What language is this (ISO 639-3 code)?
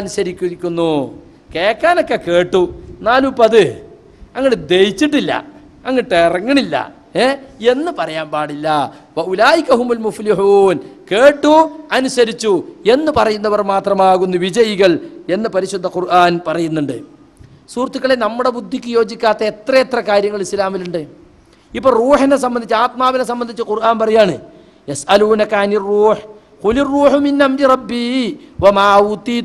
mal